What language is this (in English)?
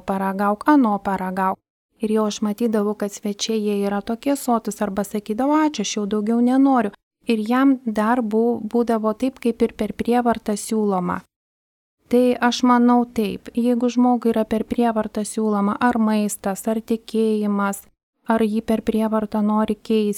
Lithuanian